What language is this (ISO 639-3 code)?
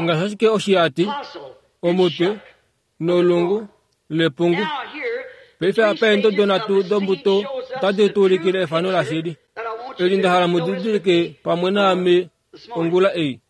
kua